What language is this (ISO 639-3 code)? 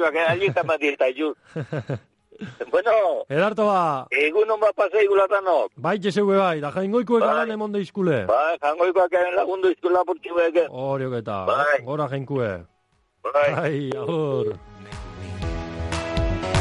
eus